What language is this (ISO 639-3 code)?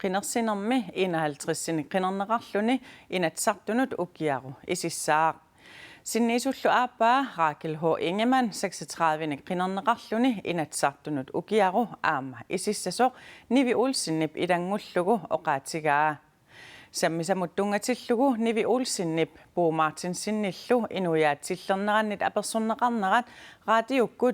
kal